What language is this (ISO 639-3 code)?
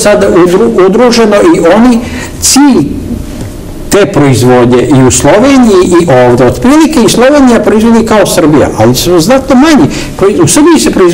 srp